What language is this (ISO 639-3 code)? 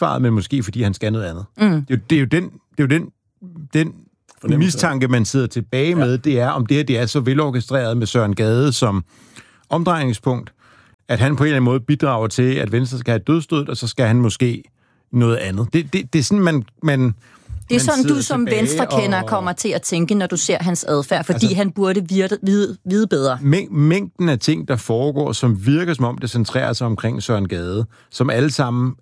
dan